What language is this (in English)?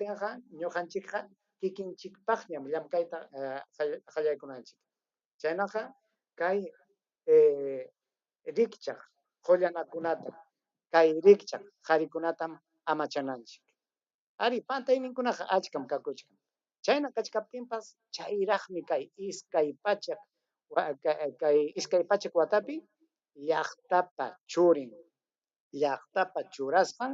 Ayacucho Quechua